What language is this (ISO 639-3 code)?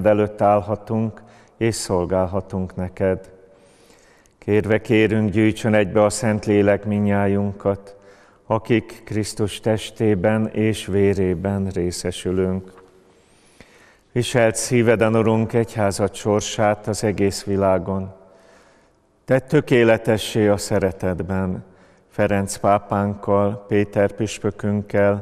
hun